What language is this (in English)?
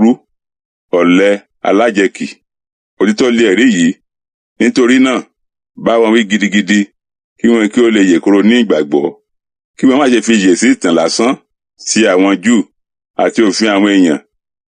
Yoruba